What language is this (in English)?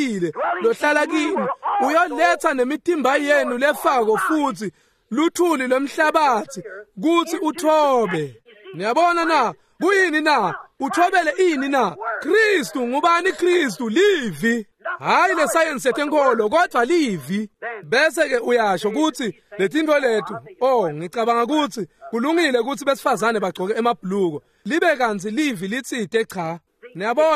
Swati